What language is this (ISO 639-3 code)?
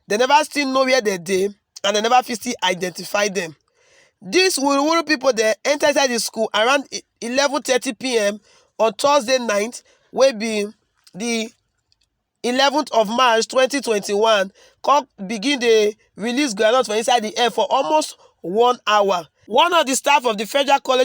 pcm